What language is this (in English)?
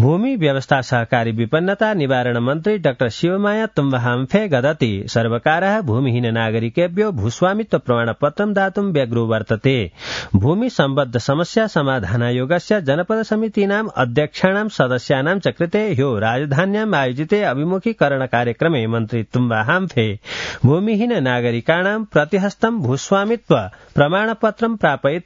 Sanskrit